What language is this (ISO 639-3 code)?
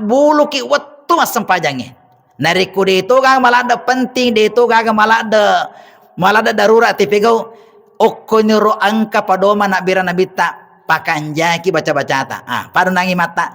bug